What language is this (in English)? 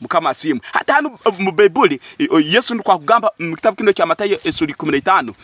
Tooro